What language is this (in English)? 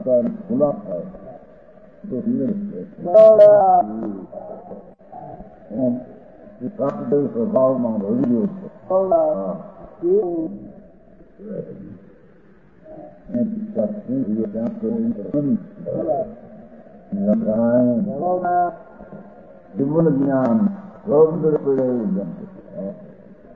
Gujarati